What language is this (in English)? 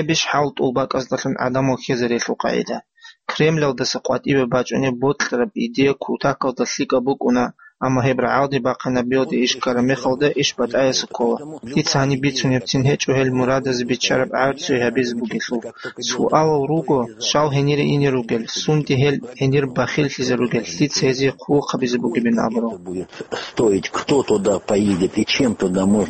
Avaric